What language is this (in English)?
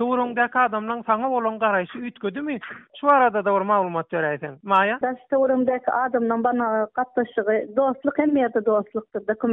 Turkmen